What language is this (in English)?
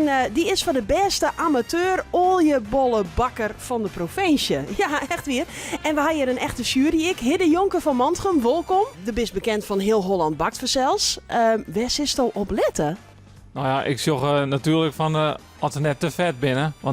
Western Frisian